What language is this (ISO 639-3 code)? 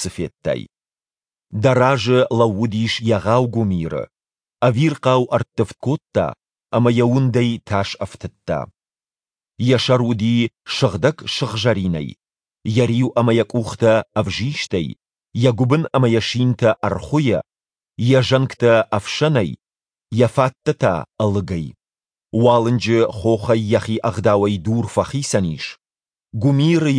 oss